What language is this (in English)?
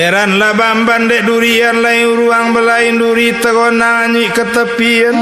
Minangkabau